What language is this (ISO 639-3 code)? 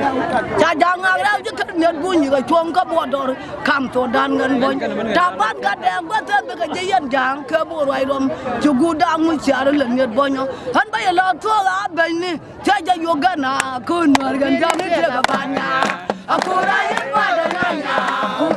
nus